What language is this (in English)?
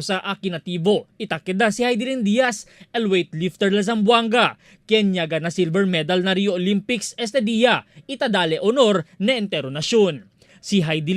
Chavacano